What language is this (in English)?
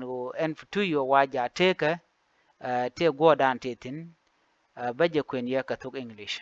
Nuer